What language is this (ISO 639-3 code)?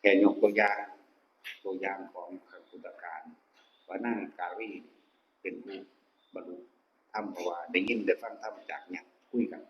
tts